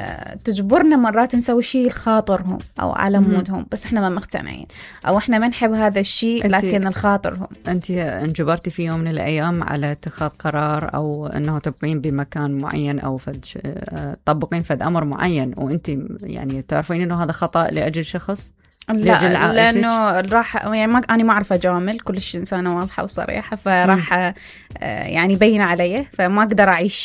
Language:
Mesopotamian Arabic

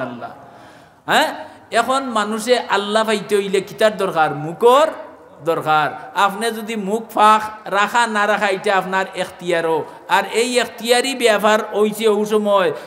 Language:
Sylheti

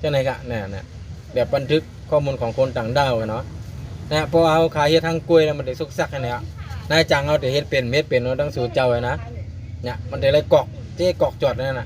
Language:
Shan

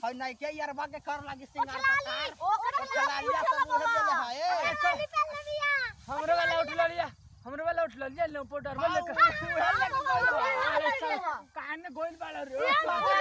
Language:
Magahi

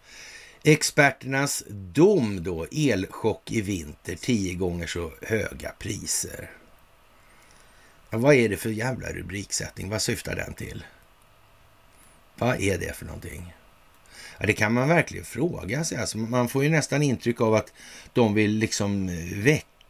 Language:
Swedish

